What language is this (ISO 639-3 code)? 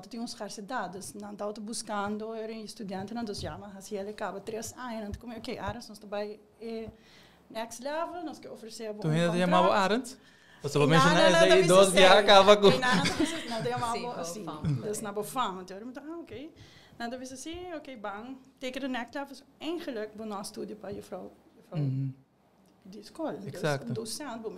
pap